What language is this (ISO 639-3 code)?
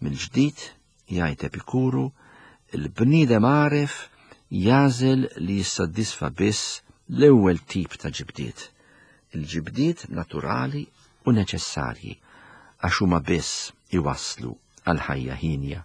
mlt